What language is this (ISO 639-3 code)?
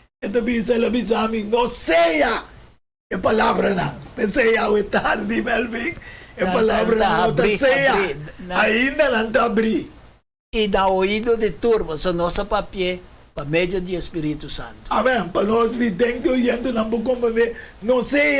pap